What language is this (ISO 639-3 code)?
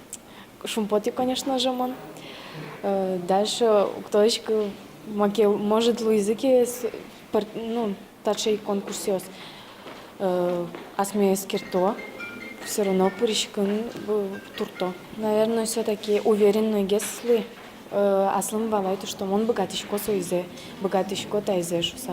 udm